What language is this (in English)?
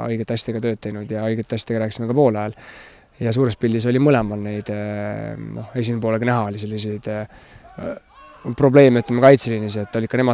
Estonian